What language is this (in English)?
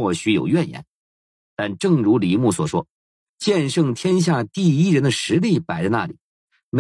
Chinese